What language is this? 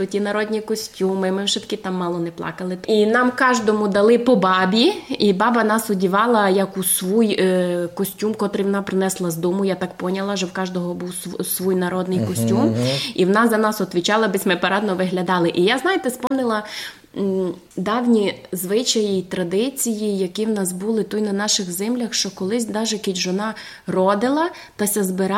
Rusyn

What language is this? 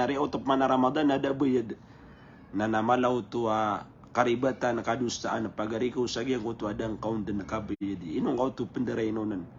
Maranao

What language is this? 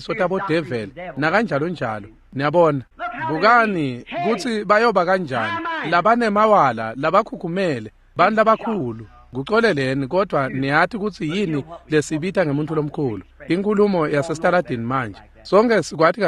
Swati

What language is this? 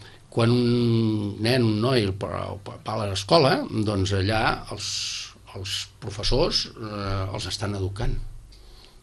Catalan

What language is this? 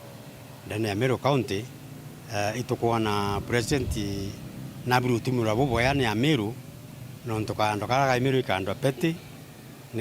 Meru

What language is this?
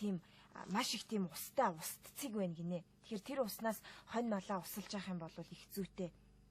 Mongolian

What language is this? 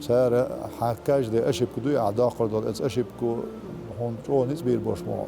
Chechen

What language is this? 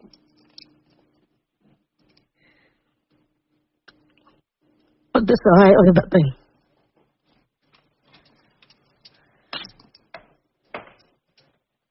Odia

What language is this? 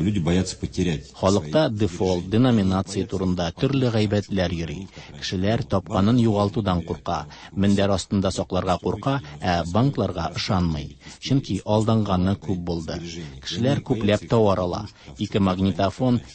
Tatar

